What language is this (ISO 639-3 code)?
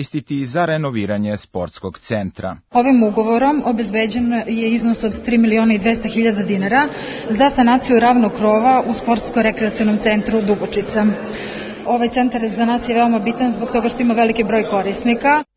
srp